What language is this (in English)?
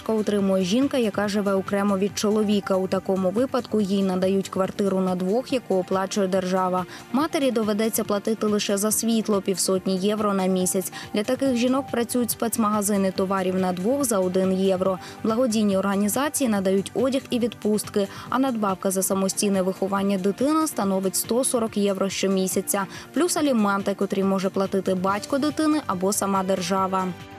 Ukrainian